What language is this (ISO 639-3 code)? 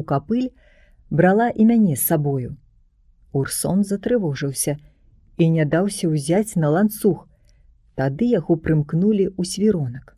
bel